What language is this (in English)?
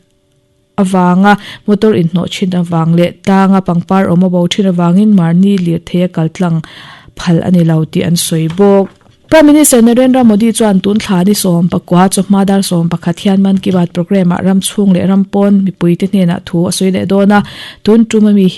Mizo